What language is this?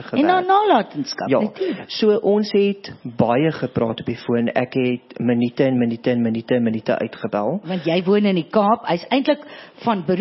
Afrikaans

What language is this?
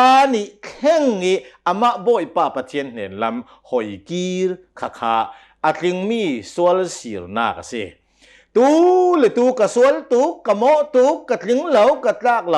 Hakha Chin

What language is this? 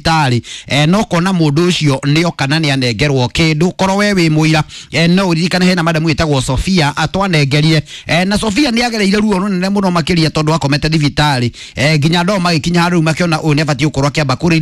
Kikuyu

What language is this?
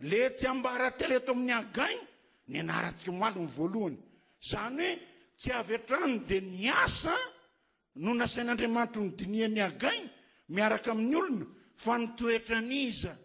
Malagasy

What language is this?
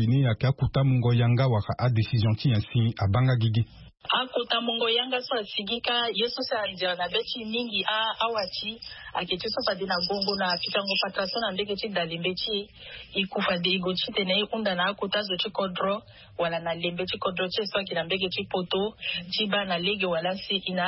Sango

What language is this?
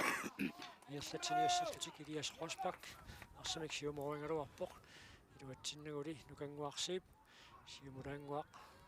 Kalaallisut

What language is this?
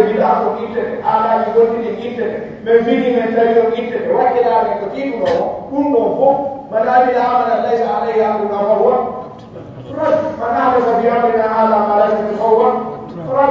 Pular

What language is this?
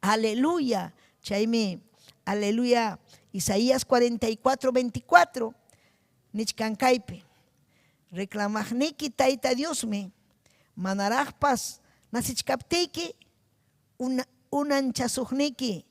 Ayacucho Quechua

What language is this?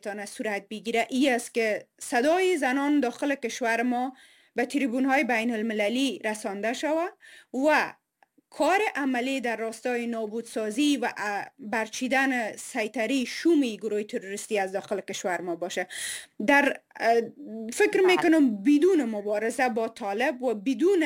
Persian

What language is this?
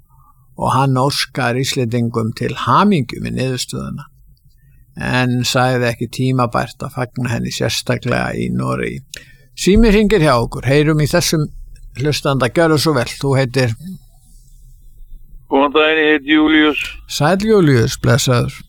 Icelandic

